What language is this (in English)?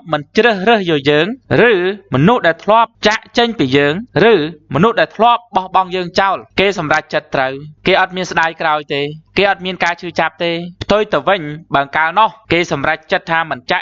Khmer